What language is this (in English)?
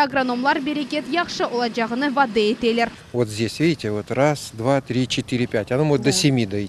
Crimean Tatar